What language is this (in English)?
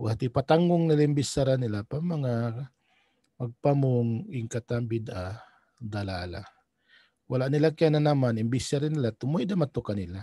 Tausug